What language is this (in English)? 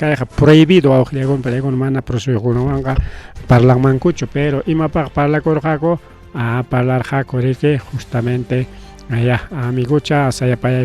Ayacucho Quechua